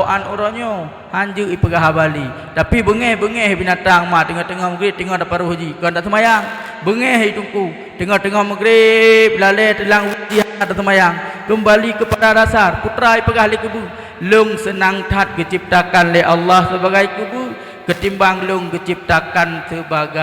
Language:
Achinese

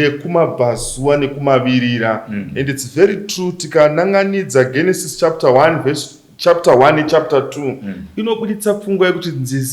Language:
Shona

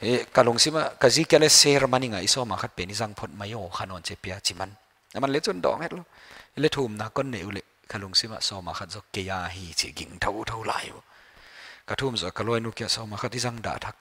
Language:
Paite Chin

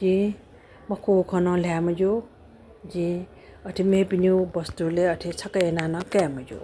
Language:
Newari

